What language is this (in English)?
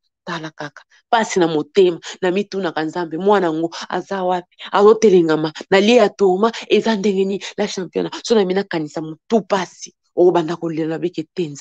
Lingala